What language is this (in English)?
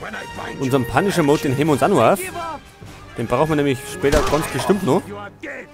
Bavarian